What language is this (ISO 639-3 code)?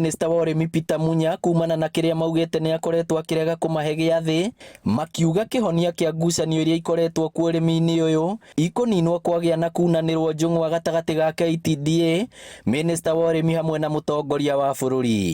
kik